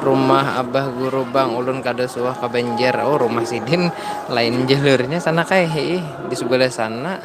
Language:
Banjar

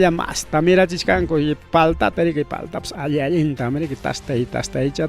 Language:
Ayacucho Quechua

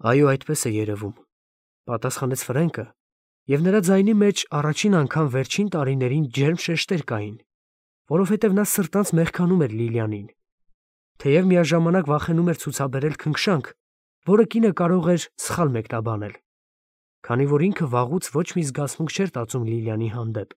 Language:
Armenian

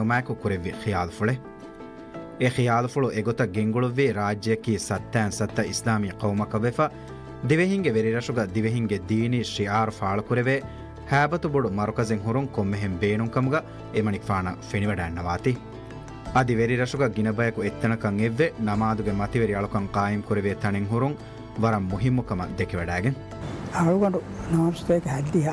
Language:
Divehi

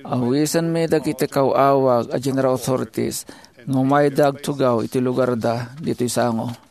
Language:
Iloko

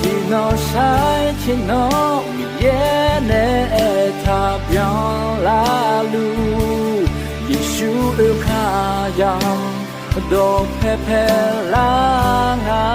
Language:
Akha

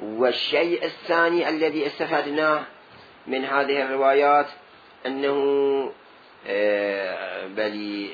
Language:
Mesopotamian Arabic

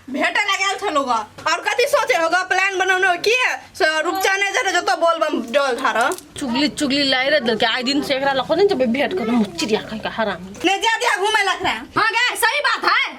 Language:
Maithili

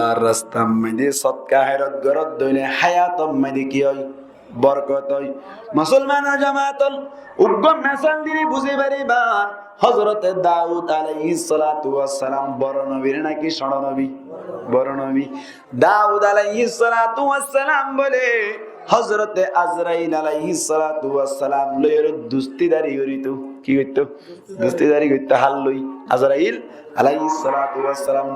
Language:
Rohingya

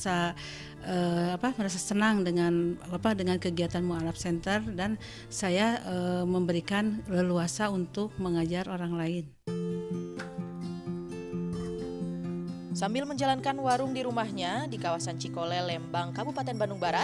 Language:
Indonesian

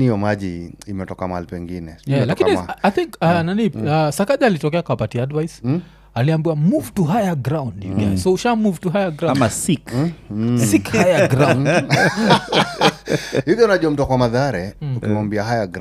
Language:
Swahili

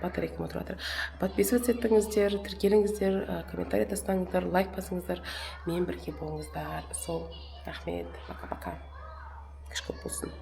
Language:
Kazakh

